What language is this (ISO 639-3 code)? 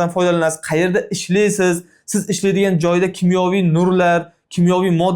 uzb